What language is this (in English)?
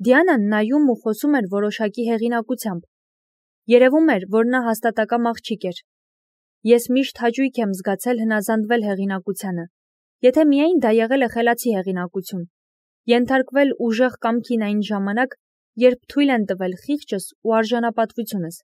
Armenian